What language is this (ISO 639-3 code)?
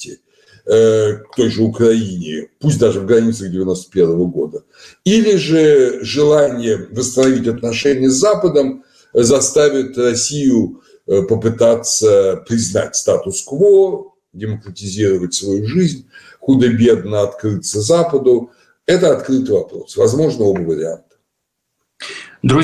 rus